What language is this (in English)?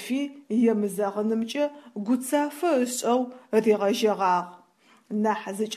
Adyghe